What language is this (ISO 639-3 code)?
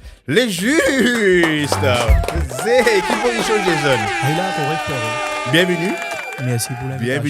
mfe